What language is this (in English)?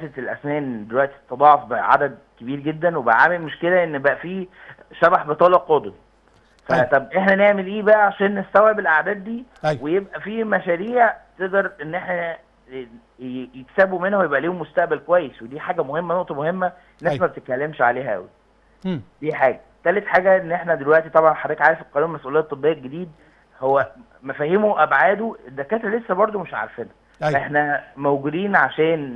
Egyptian Arabic